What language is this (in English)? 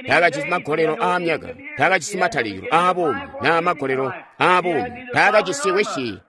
Tonga (Zambia)